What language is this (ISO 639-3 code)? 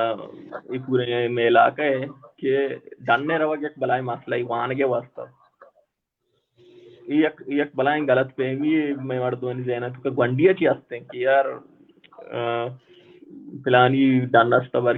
bal